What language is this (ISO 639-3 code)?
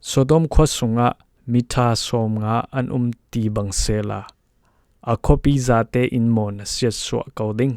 cfm